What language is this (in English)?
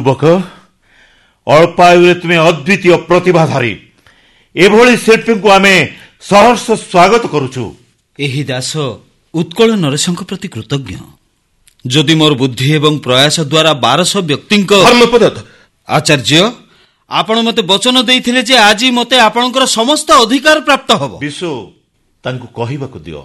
Odia